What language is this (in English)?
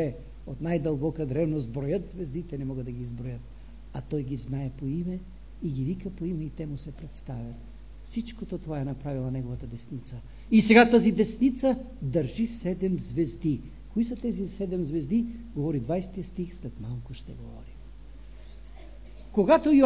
Bulgarian